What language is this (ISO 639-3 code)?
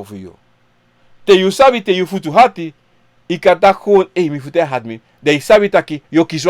srn